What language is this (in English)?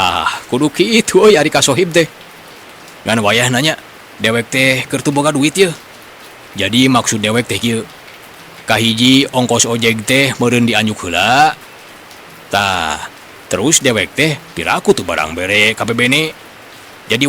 Sundanese